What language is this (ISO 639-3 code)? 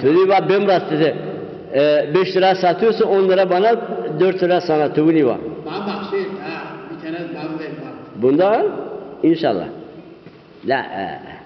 zza